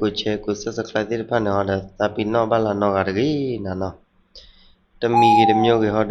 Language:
S'gaw Karen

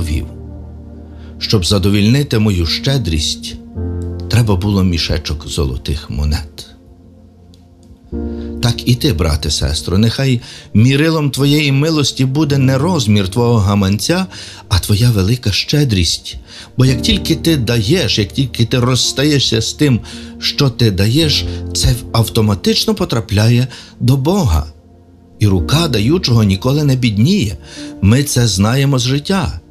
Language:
Ukrainian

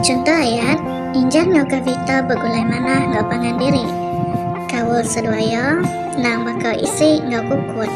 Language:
Iban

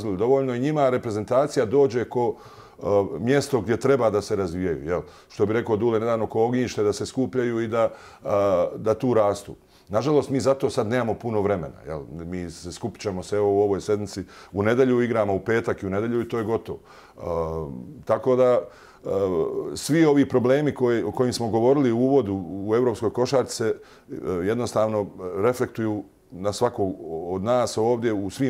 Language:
Bosnian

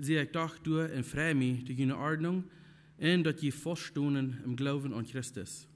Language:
Plautdietsch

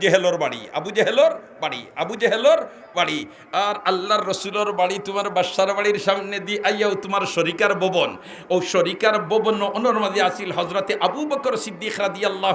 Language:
Sylheti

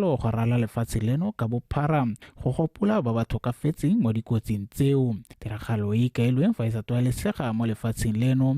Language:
Tswana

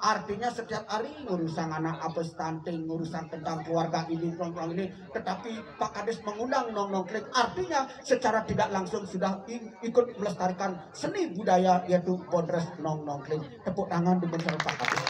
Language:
Balinese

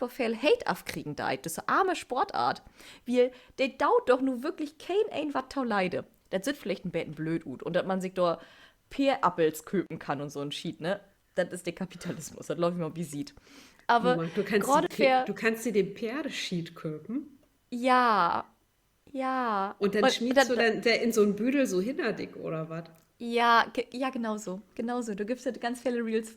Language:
Low German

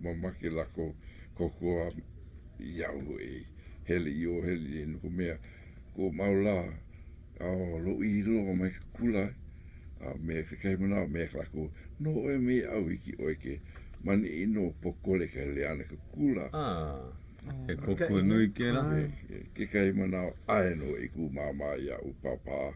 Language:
Hawaiian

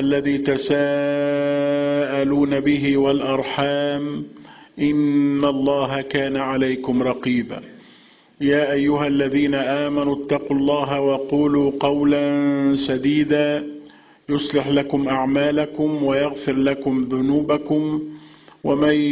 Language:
Arabic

